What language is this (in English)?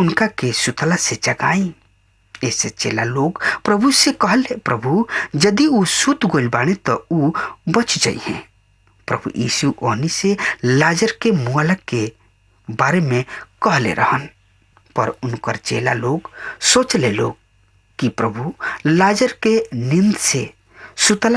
Bhojpuri